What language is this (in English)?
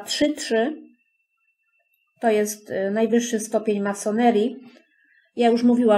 Polish